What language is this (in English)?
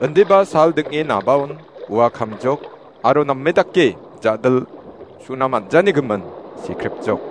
Garo